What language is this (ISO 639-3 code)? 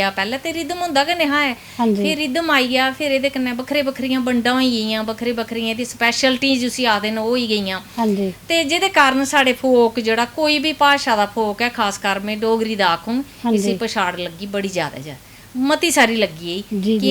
doi